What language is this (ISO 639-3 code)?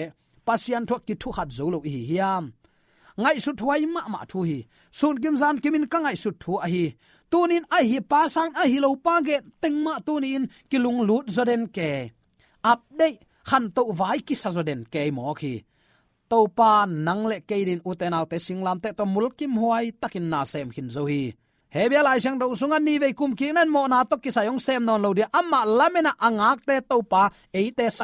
ctd